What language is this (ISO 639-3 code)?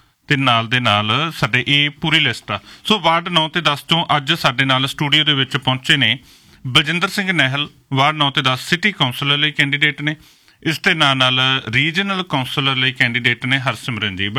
pan